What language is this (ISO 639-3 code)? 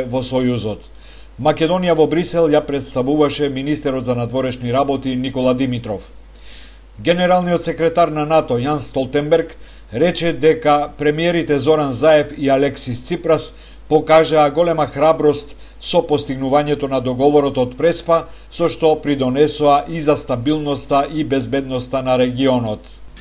mkd